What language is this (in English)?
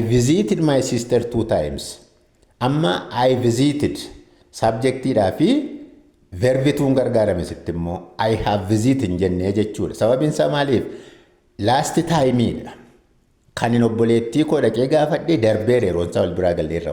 Oromo